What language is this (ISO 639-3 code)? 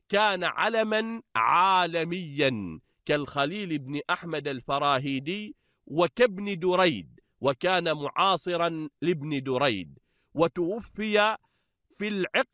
ara